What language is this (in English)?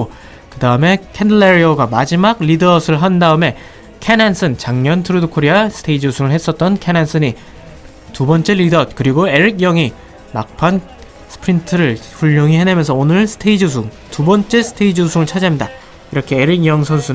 Korean